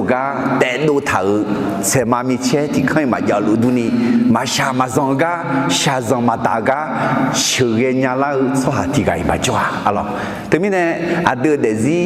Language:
Akha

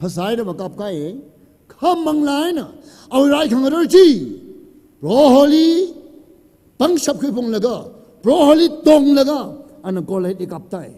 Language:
Tangkhul Naga (India)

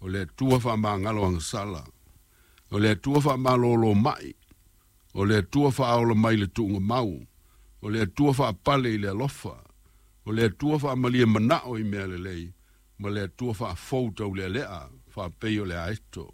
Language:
Samoan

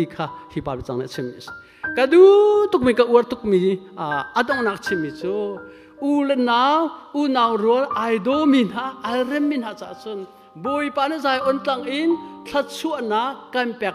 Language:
Hakha Chin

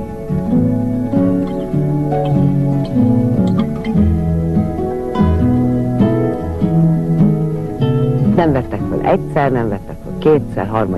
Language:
Hungarian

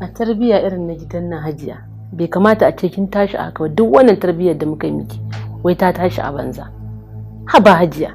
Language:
Hausa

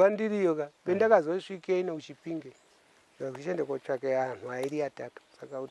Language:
Shona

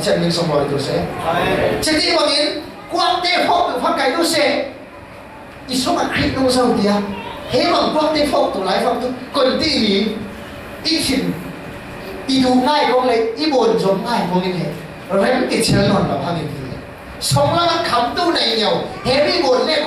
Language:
Falam Chin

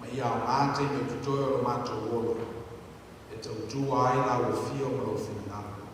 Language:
Samoan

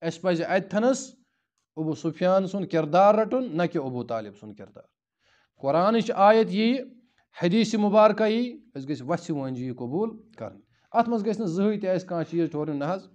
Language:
Kashmiri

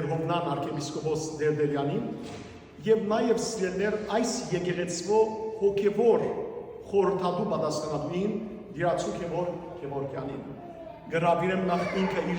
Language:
Western Armenian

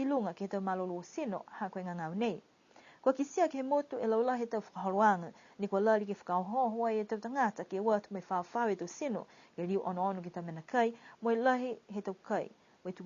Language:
Niuean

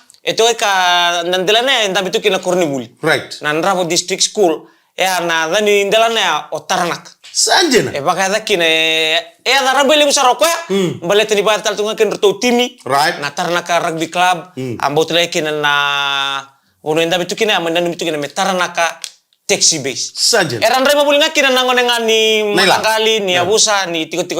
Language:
Fijian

